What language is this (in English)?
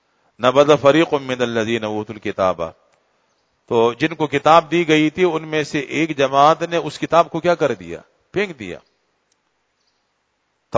Urdu